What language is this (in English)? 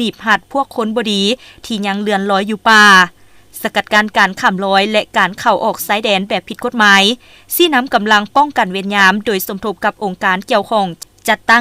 Lao